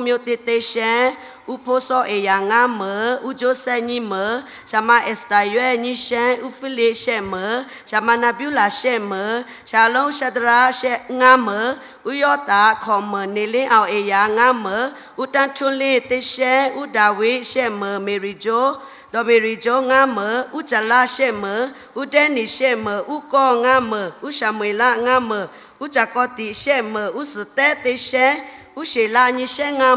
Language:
Lahu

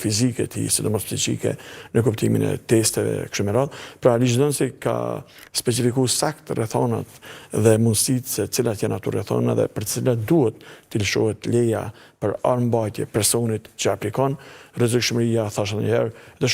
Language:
Albanian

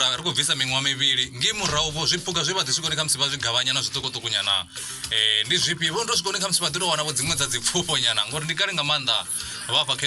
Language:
Venda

